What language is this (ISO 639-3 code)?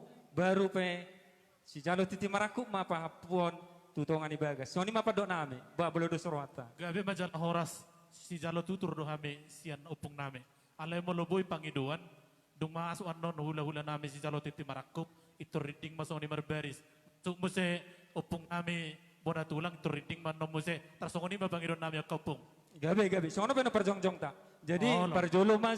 bbc